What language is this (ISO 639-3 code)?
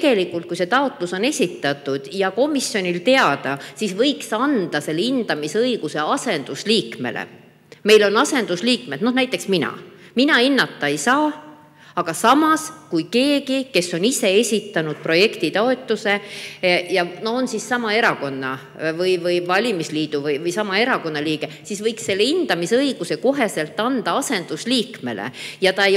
est